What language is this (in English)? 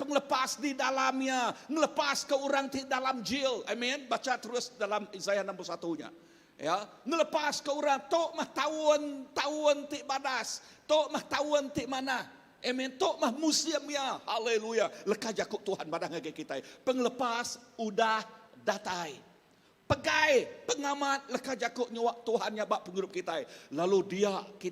Iban